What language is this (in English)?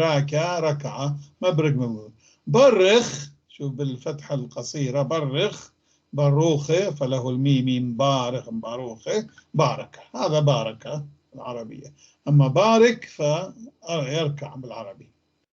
North Levantine Arabic